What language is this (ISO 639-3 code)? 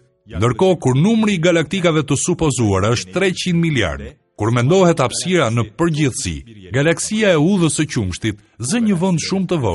sqi